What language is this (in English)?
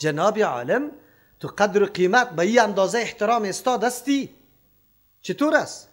Persian